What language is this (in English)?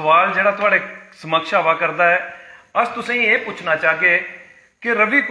Dogri